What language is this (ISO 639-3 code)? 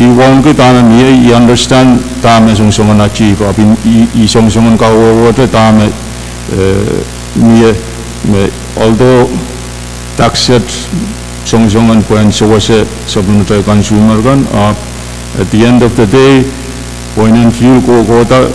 pon